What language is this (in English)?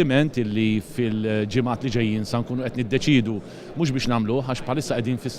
Maltese